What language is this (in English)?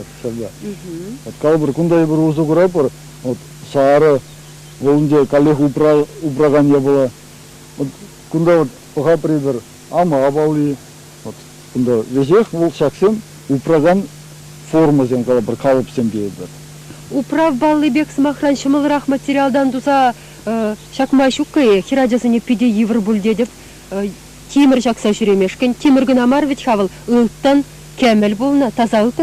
Chuvash